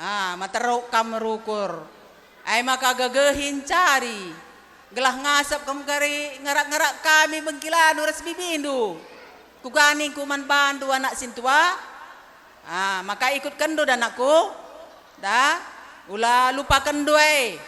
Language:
Batak Karo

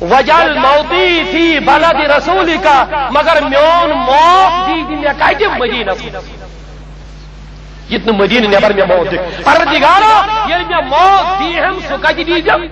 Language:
Kashmiri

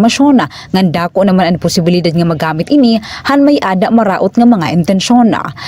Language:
Waray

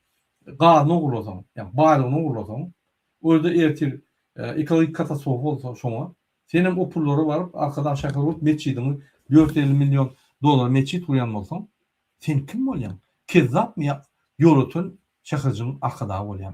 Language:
Turkmen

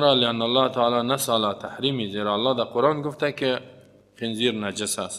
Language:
Persian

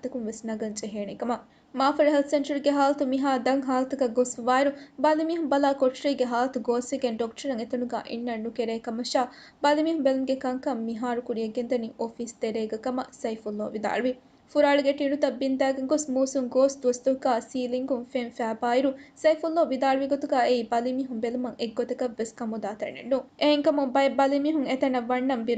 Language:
Divehi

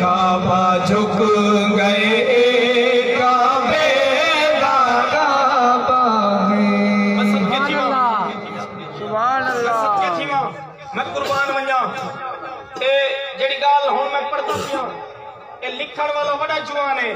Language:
Saraiki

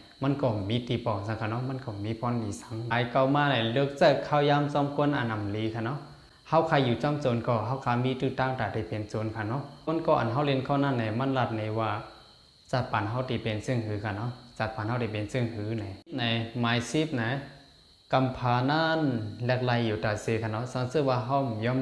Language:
Shan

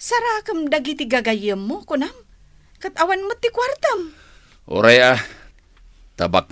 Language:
Iloko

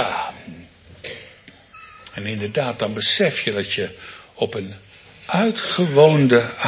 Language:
Dutch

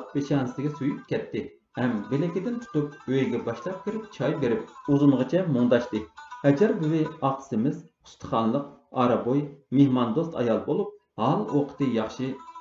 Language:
Uyghur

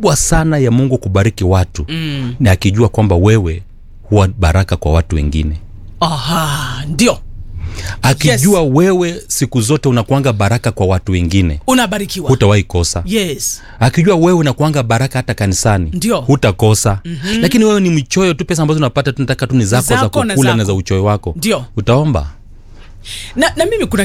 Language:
Swahili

